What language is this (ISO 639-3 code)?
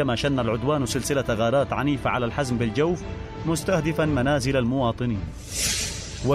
ara